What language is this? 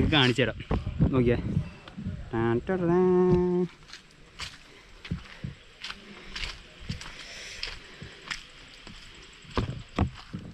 Malayalam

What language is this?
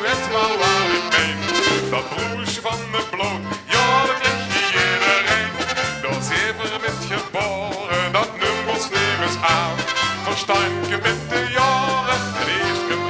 Limburgish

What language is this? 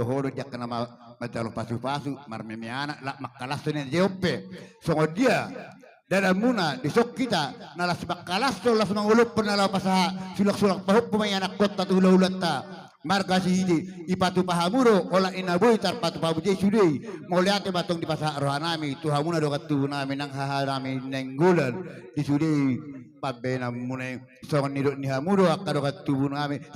Batak Toba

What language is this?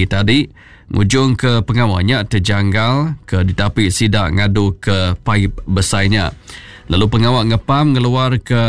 Iban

